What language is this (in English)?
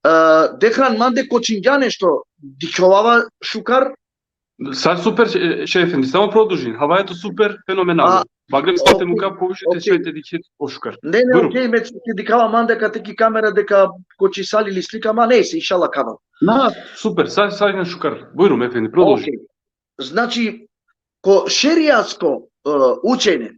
Balkan Romani